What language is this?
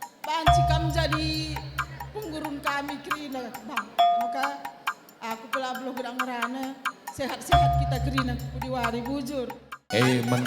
Batak Karo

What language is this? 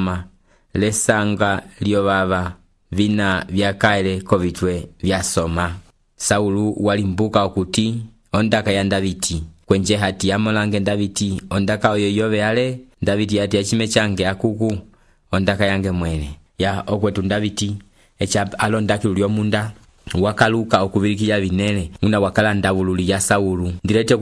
Umbundu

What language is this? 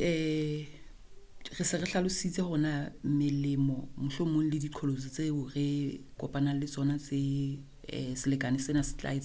Southern Sotho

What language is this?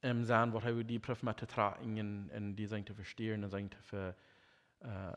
Plautdietsch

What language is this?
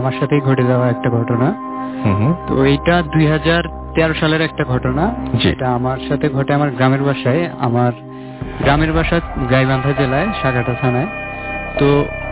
Bangla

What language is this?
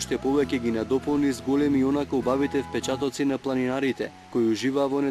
Macedonian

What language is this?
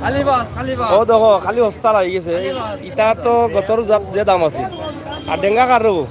Sylheti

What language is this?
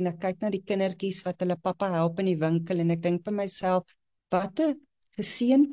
Afrikaans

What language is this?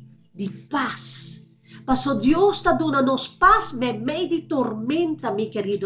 Papiamento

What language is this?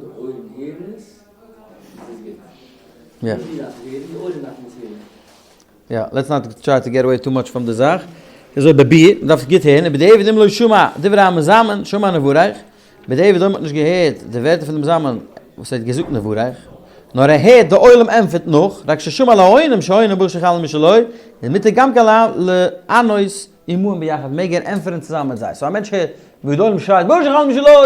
Yiddish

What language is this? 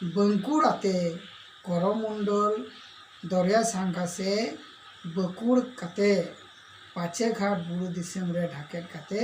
Santali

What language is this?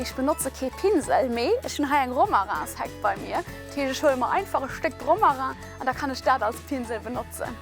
Luxembourgish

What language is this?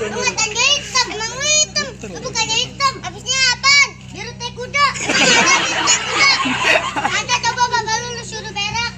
Betawi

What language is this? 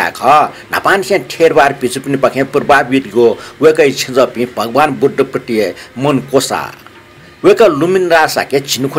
Newari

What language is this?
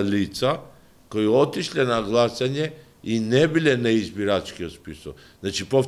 Macedonian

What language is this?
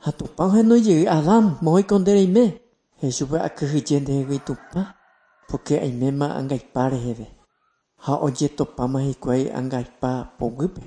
Guarani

